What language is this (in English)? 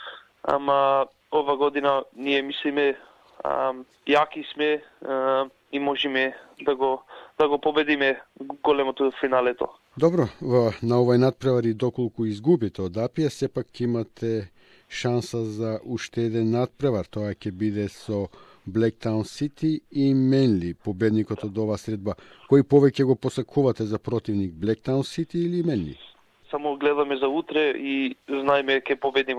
Macedonian